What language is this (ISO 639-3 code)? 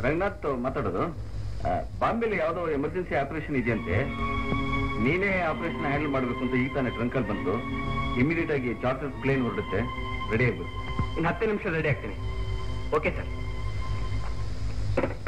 kan